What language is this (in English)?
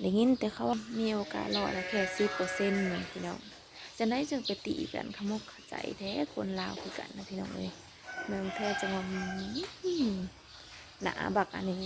Northeastern Thai